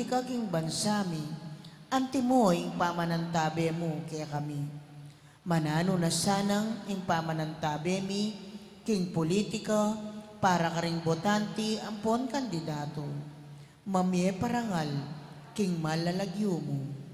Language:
Pampanga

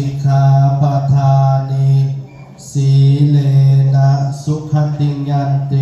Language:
Pali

